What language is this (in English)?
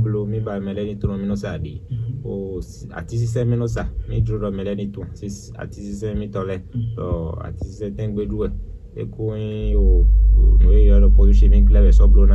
Fon